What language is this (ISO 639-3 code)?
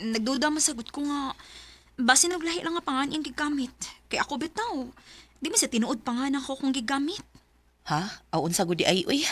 ceb